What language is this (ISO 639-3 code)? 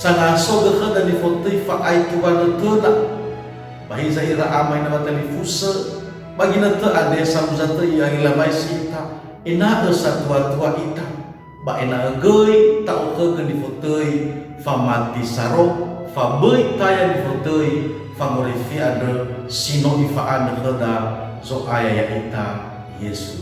nia